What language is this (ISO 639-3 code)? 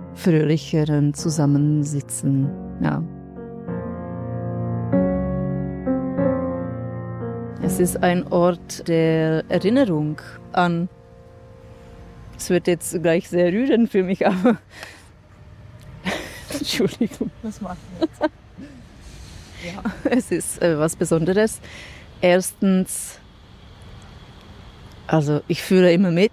deu